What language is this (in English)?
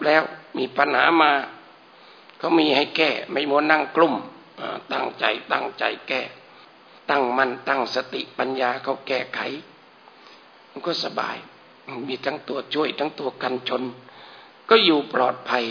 Thai